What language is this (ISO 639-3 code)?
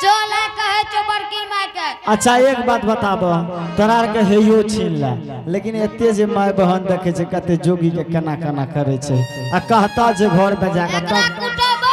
anp